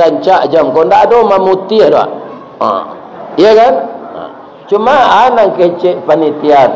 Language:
Minangkabau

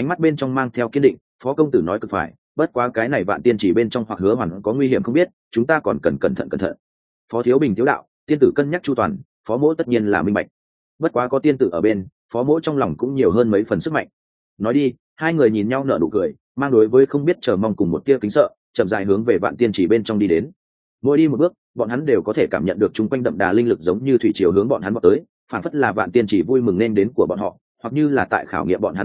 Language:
Vietnamese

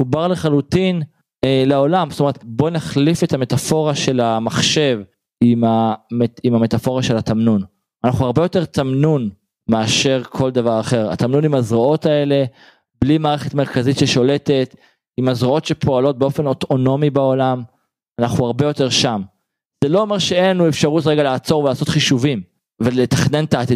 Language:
Hebrew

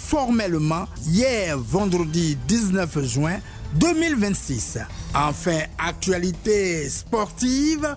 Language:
French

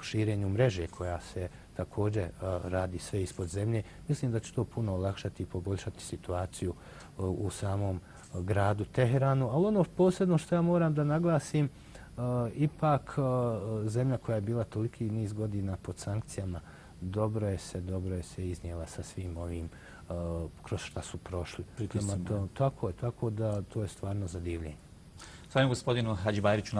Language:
Bosnian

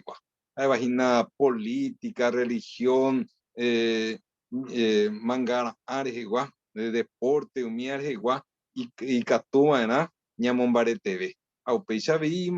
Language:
Guarani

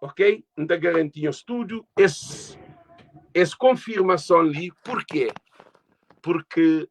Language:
Kabuverdianu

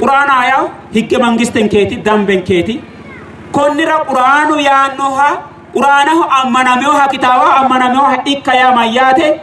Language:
Sidamo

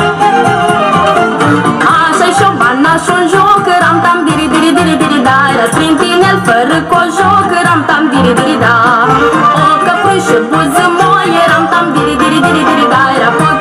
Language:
Romanian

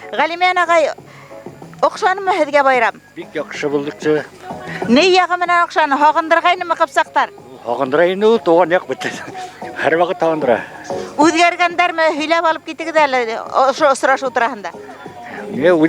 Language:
Bashkir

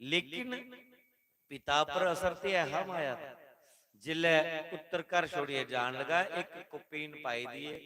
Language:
Dogri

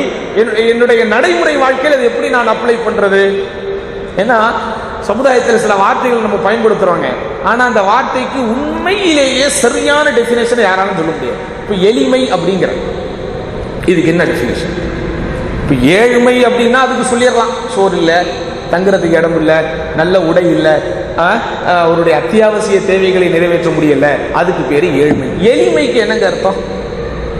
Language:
Tamil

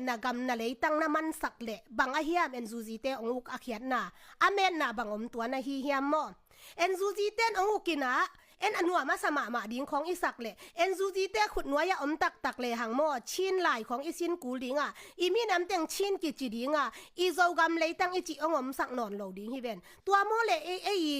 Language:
Tedim Chin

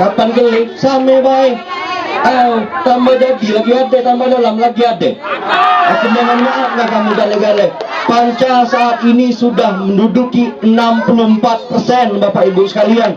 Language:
Musi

